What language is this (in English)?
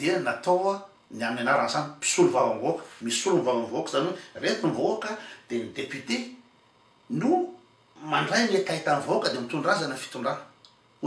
Malagasy